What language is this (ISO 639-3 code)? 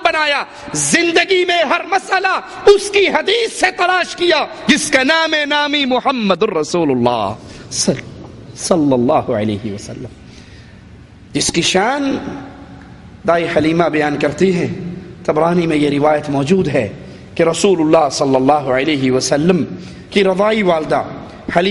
urd